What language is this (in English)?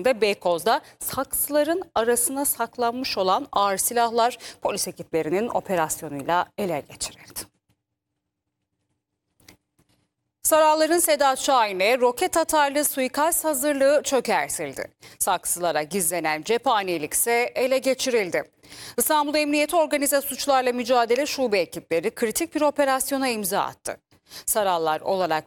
Turkish